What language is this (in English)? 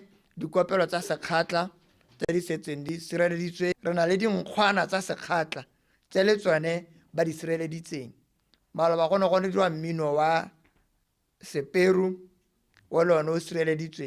Tswana